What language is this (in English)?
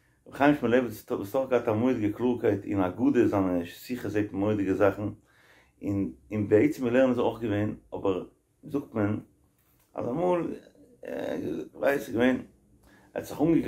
Yiddish